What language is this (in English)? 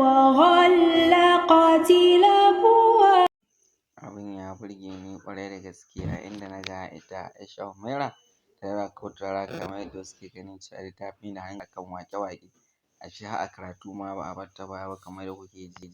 Hausa